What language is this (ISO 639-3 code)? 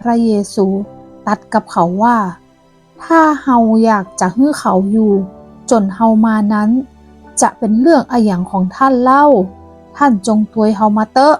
nod